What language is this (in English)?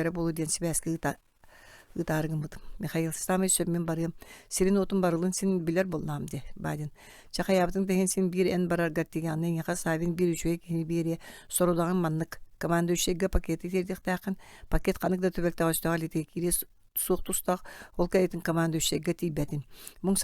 Yakut